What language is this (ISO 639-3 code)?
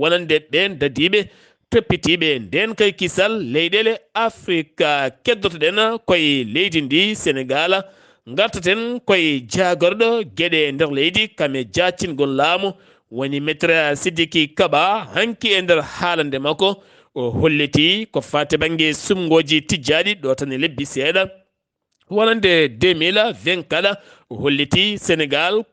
ful